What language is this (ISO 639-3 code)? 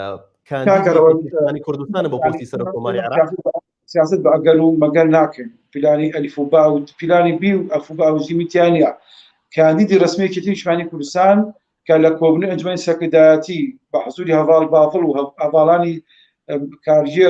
ckb